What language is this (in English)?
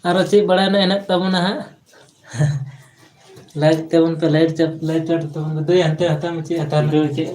Santali